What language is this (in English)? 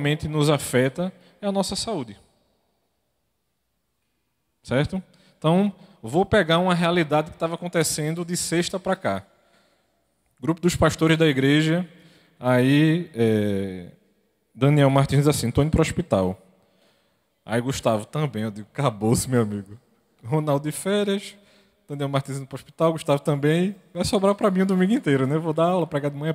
Portuguese